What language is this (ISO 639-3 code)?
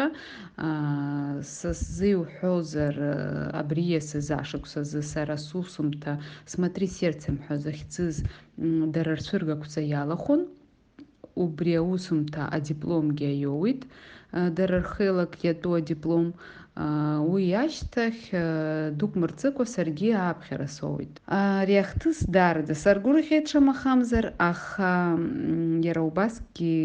abk